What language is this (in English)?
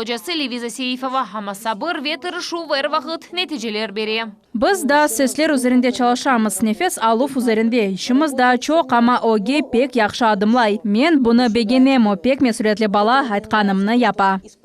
Crimean Tatar